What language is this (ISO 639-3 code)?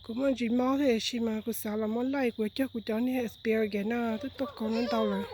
hmn